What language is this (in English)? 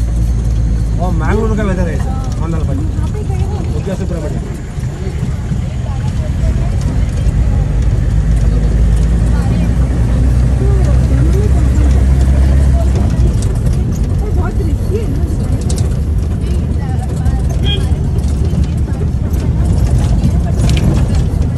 Hindi